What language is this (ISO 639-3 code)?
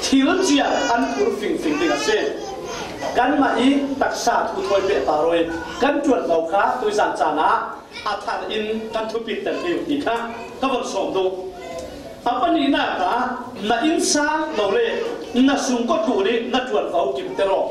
cfm